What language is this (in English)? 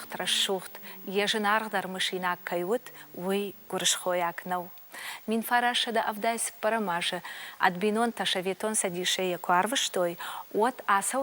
Ossetic